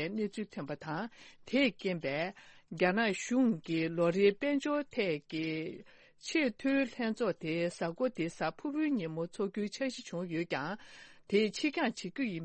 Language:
Tibetan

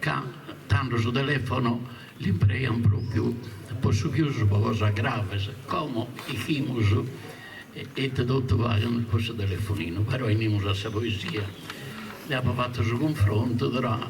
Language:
Sardinian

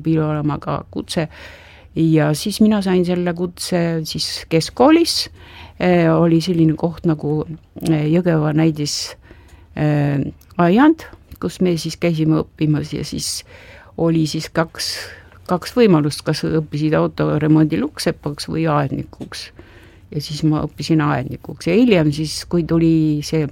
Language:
Estonian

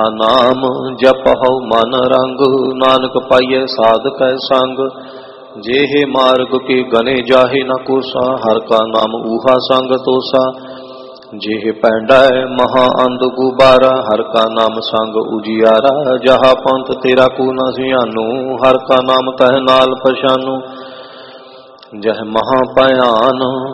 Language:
Punjabi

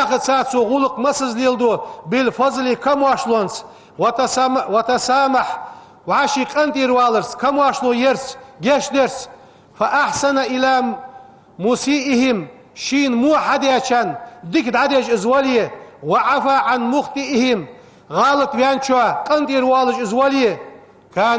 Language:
Ingush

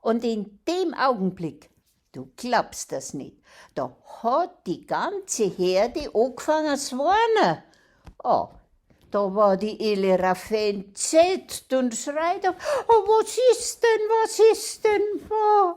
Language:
Bavarian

